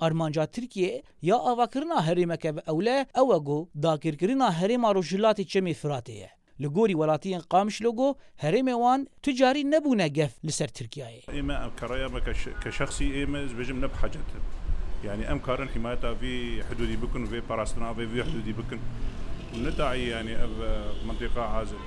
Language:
Kurdish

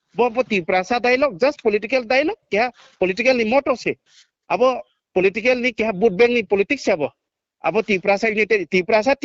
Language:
Riang (India)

